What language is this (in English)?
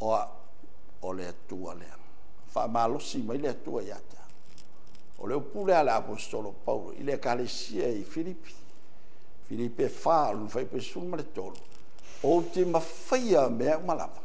Samoan